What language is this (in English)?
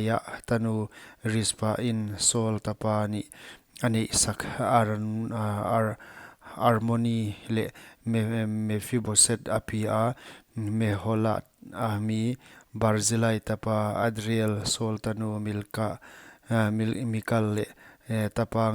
Paite Chin